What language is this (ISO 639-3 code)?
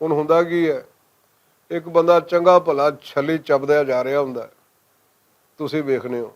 lah